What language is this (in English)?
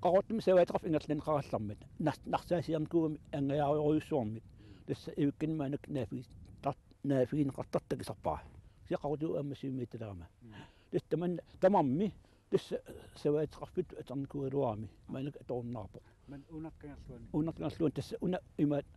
Kalaallisut